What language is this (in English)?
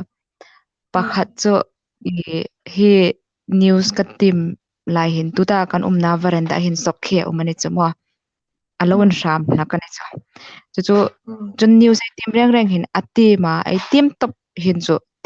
Hmar